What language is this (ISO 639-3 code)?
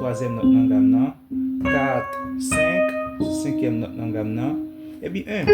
hat